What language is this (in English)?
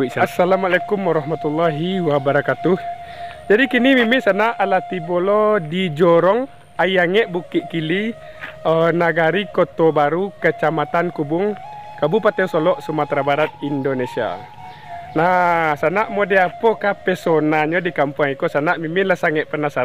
Minangkabau